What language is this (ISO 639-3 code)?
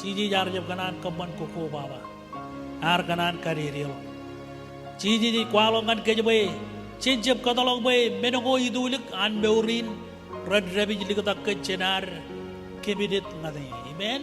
mah